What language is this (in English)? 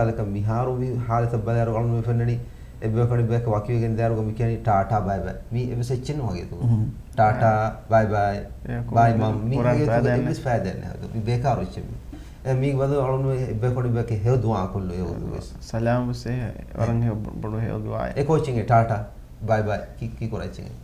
Divehi